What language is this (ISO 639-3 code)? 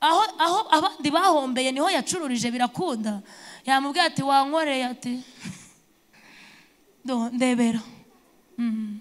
kin